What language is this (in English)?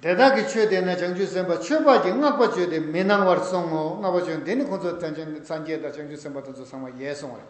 Tibetan